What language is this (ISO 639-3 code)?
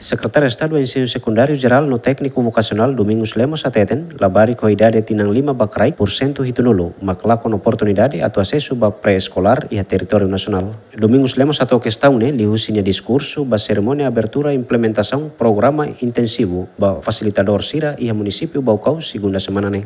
tet